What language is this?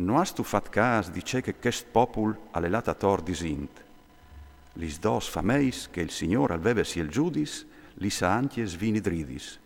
Friulian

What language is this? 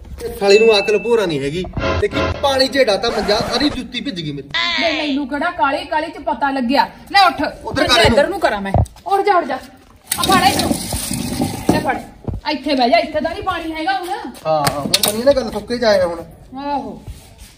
Punjabi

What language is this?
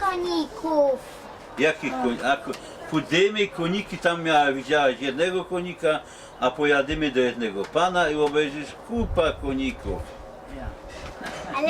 Silesian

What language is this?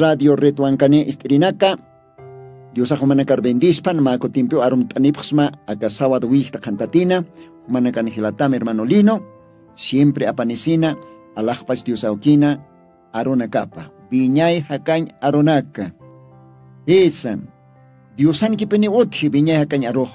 Aymara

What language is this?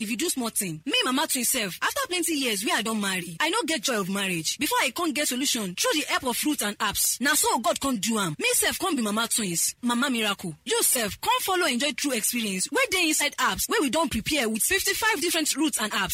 Nigerian Pidgin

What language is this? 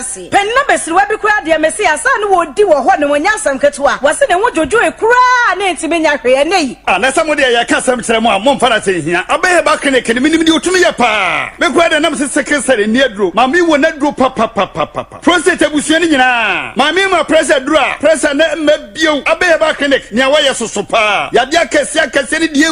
Akan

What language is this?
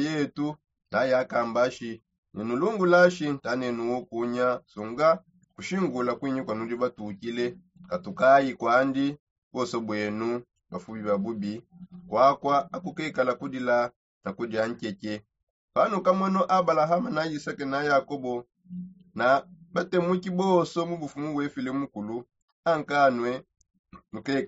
Songe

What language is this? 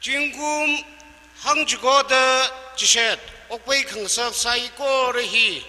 Tangkhul Naga (India)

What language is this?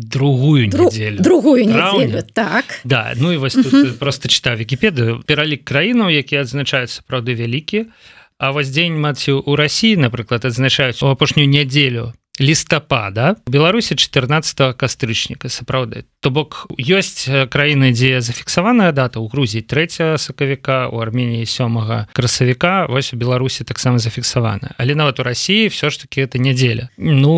Belarusian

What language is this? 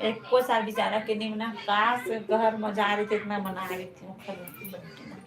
Chhattisgarhi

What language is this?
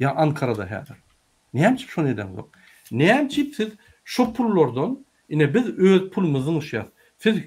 Turkmen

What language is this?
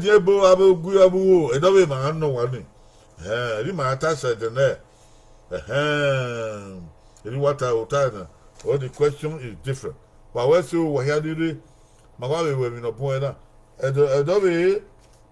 Bini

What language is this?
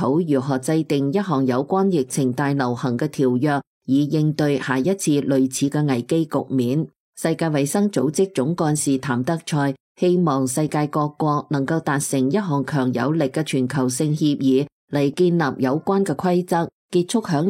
Cantonese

